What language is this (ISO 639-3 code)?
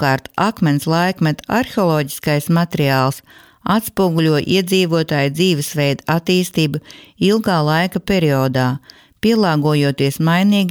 lav